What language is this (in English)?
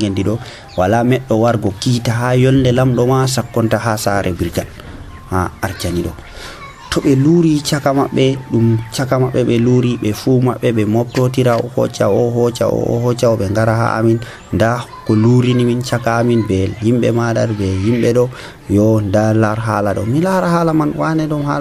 Nigerian Fulfulde